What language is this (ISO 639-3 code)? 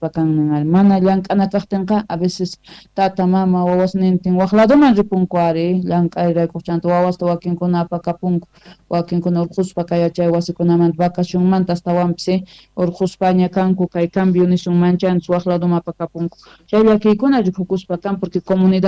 quh